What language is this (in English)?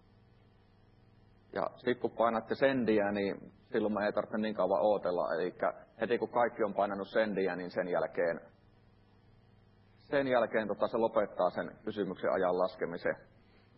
Finnish